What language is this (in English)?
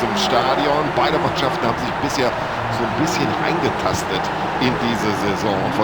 Bavarian